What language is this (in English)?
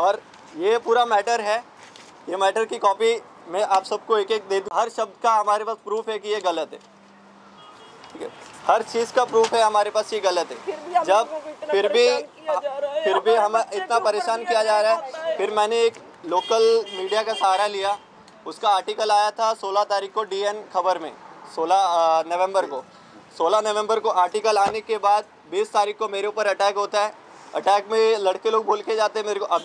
Hindi